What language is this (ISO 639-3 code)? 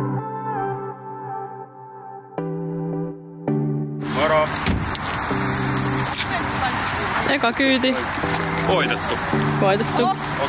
fin